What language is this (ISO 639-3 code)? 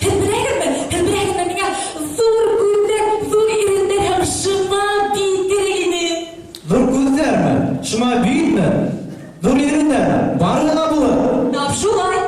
bak